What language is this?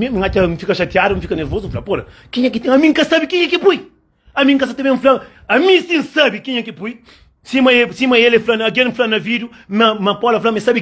Kabuverdianu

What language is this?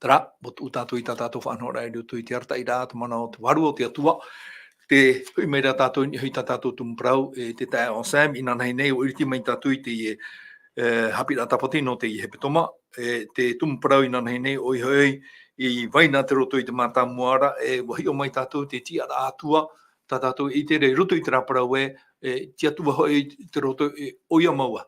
Tahitian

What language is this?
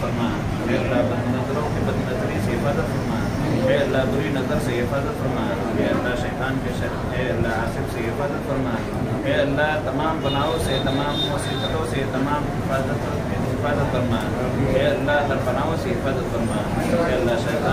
Urdu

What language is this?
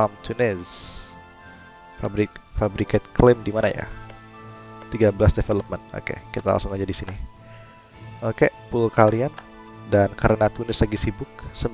Indonesian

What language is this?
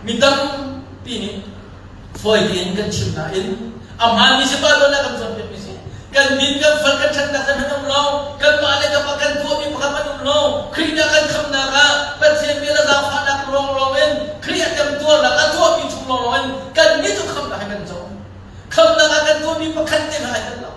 Hakha Chin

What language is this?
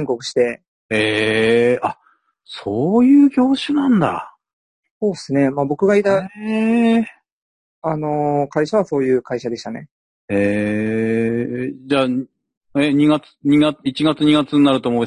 Japanese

